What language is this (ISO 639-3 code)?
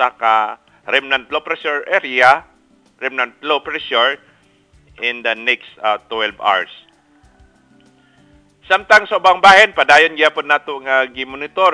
ceb